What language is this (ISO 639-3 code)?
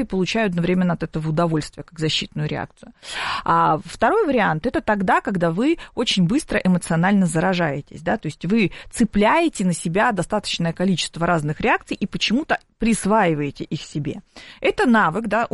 rus